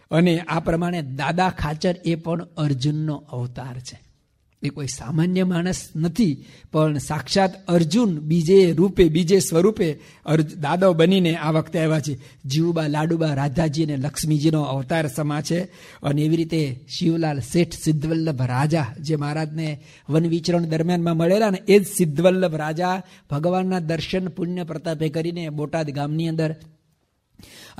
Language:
Gujarati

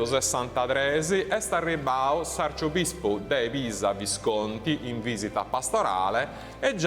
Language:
Sardinian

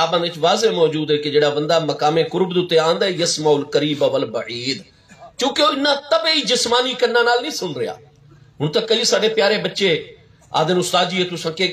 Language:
Saraiki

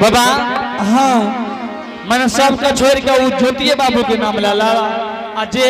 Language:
Angika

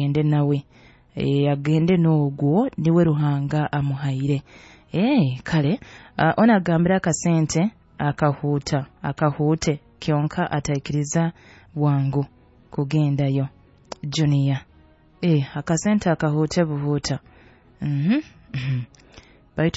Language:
Nyoro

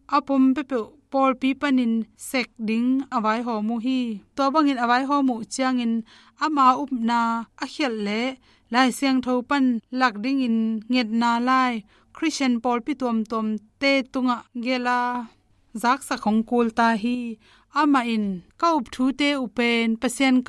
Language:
Tedim Chin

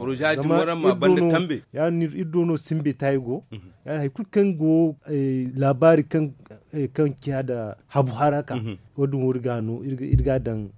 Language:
Zarma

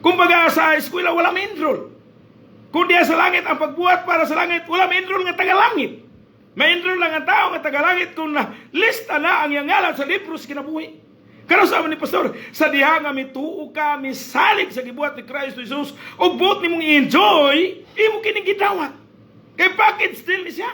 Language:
Cebuano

